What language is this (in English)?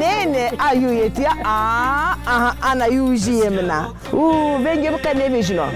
Zaza